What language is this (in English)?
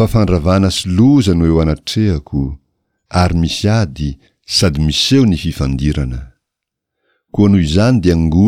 Malagasy